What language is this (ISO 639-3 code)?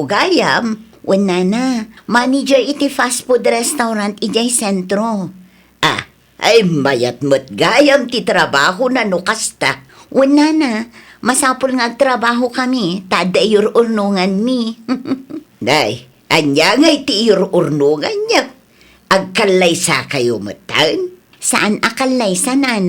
ilo